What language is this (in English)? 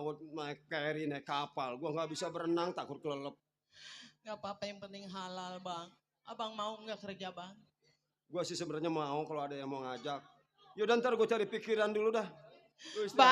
Betawi